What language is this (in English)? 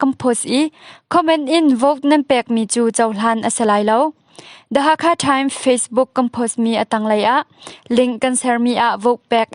Hakha Chin